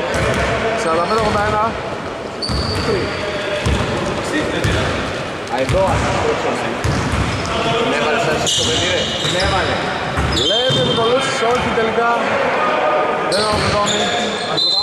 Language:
Greek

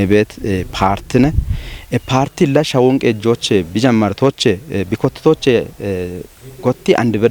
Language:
Kafa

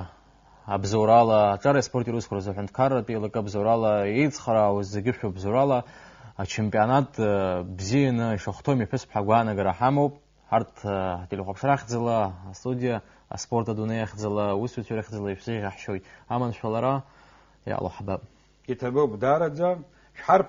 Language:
Abkhazian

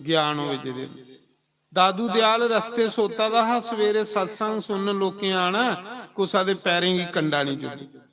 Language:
Dogri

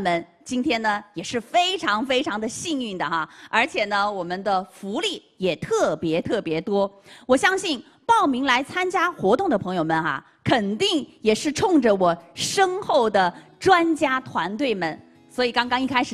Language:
Chinese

